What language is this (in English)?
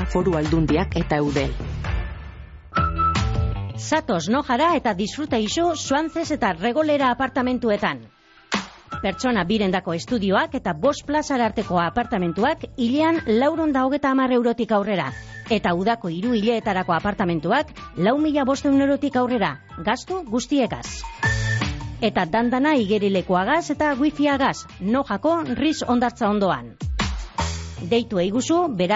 Basque